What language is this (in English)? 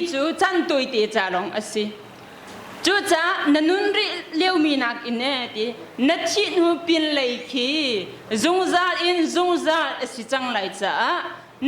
Hakha Chin